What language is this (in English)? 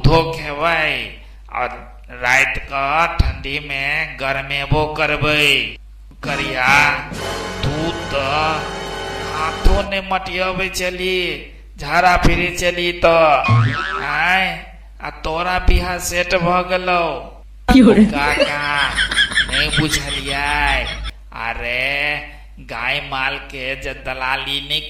Maithili